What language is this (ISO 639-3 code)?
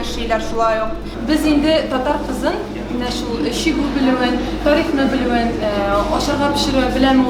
tat